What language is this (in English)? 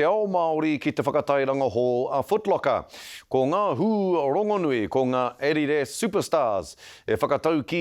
Māori